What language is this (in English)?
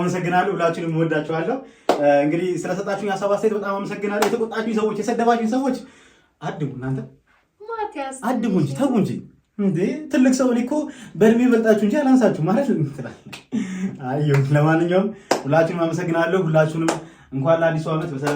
Amharic